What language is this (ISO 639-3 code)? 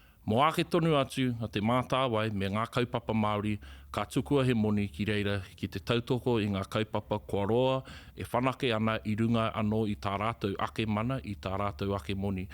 mri